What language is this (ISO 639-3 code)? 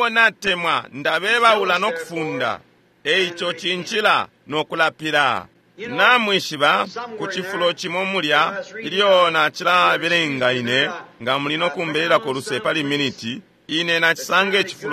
bem